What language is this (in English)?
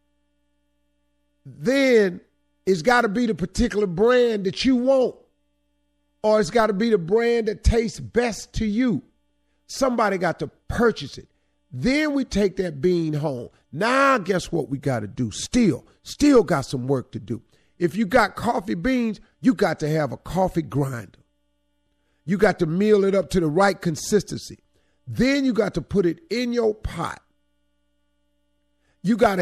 English